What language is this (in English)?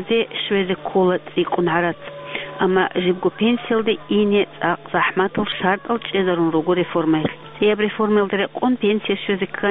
Avaric